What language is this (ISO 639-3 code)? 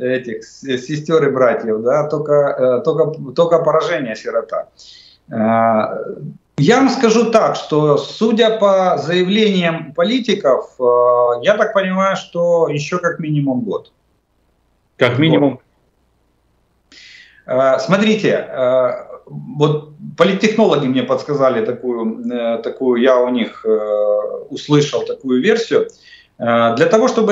rus